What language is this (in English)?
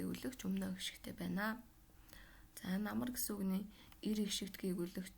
Mongolian